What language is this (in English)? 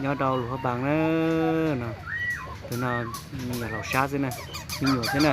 Hmong